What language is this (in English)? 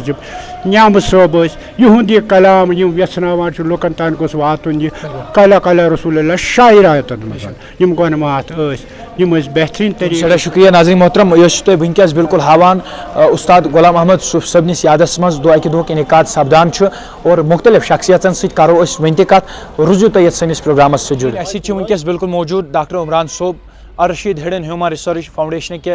Kashmiri